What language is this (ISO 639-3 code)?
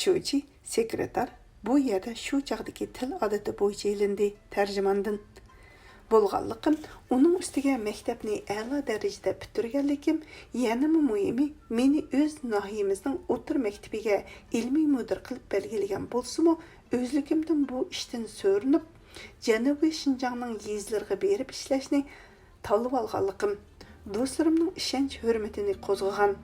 uig